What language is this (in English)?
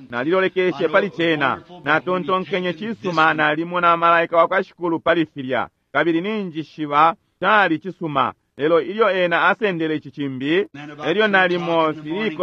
Bemba